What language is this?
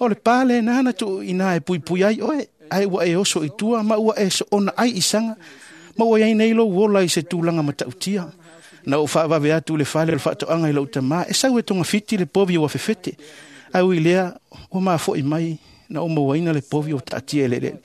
Samoan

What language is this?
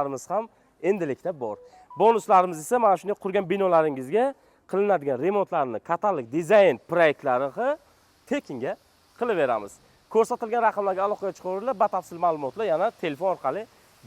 Uzbek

